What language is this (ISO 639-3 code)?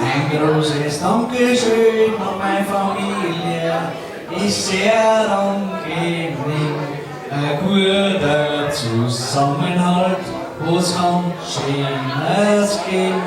bar